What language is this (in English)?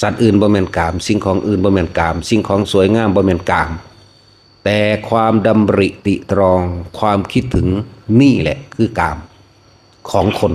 Northeastern Thai